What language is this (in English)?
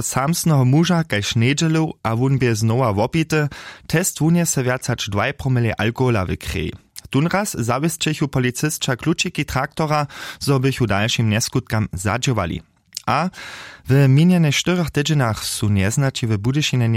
Upper Sorbian